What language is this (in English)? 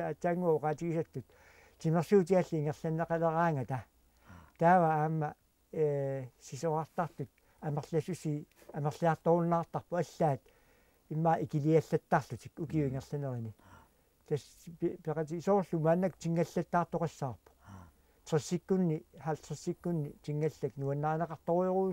Kalaallisut